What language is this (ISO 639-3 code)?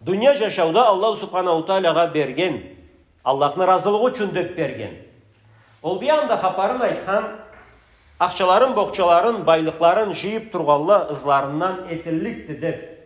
krc